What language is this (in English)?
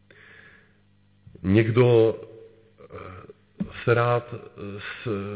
Czech